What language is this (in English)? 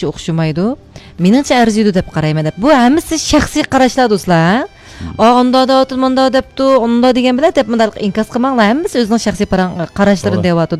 Uyghur